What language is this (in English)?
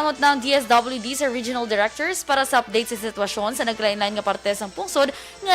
Hiligaynon